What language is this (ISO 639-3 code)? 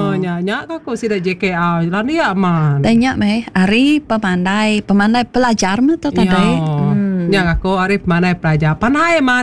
iba